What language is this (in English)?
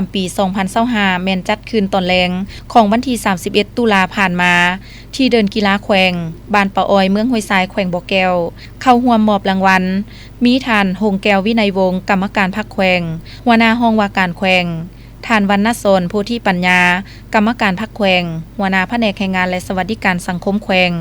Lao